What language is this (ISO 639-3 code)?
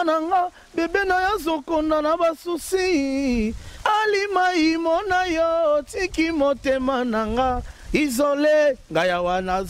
lin